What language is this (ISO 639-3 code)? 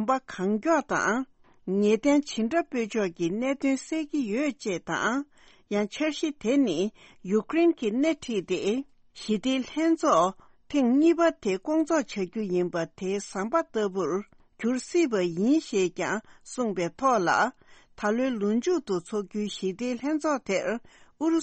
bod